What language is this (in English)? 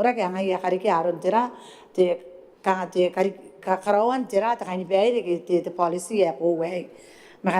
Gilbertese